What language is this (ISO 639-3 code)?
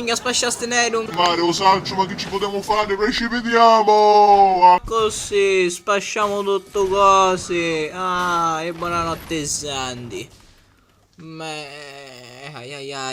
scn